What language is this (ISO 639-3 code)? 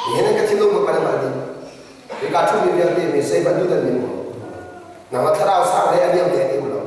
cnh